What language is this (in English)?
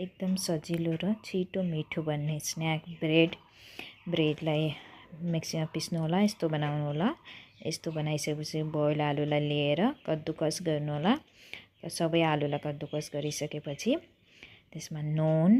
Nepali